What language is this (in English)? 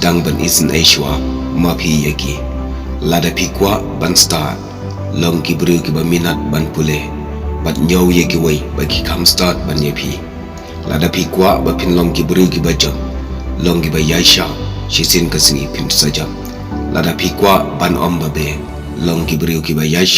Khasi